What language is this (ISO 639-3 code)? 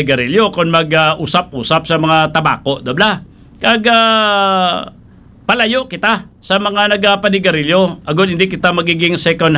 hil